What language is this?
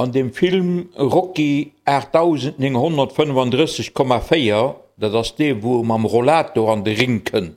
Luxembourgish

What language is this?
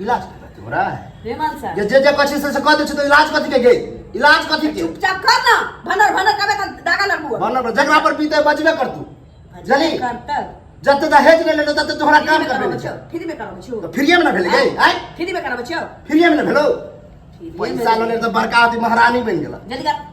Maithili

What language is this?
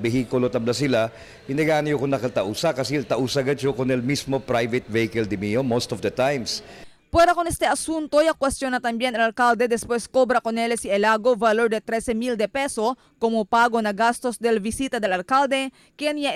Chavacano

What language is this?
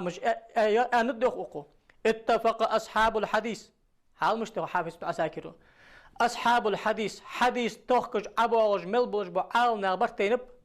Ingush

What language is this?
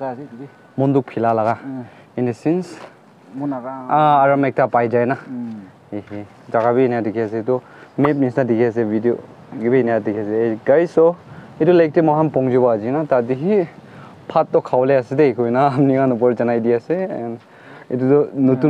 Naga Pidgin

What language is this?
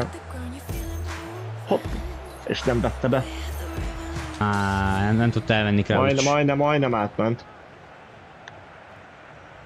Hungarian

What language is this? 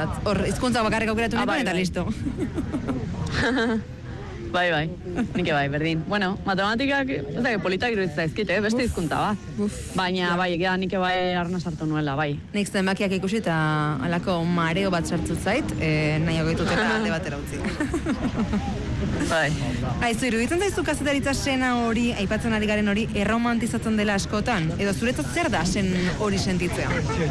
Basque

